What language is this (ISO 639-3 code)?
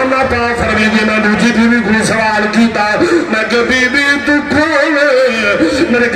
skr